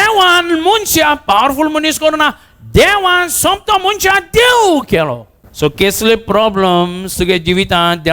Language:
Konkani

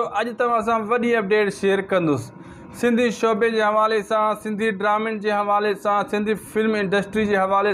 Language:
Sindhi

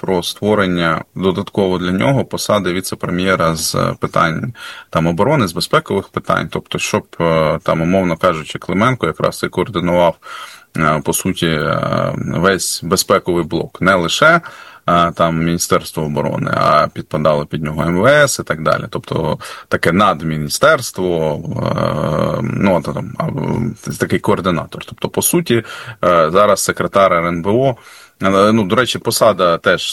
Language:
Ukrainian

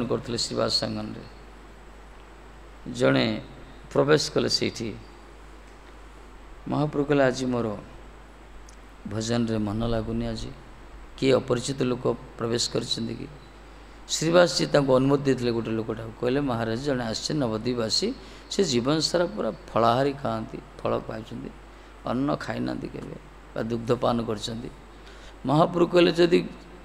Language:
Odia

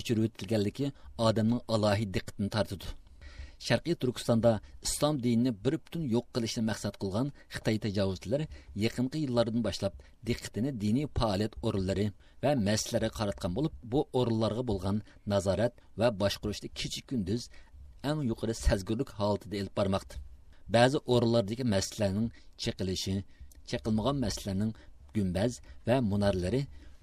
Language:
Uyghur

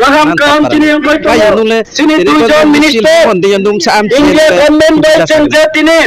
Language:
Riang (India)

